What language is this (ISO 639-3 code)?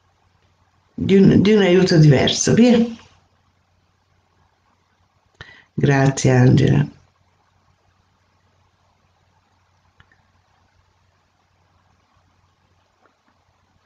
ita